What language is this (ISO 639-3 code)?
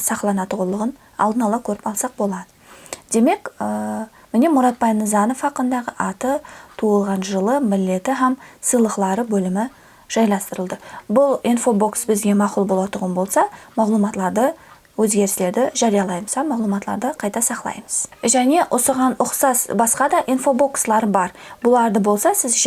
kaa